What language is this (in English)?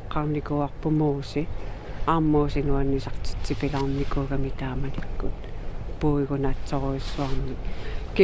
Kalaallisut